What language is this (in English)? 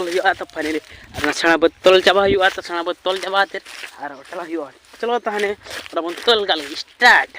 Santali